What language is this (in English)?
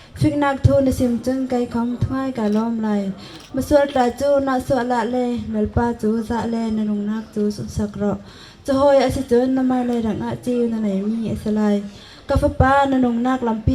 Bawm Chin